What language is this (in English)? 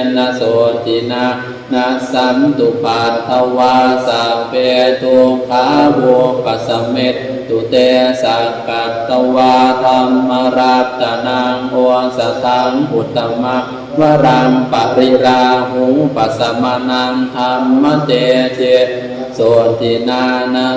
Pali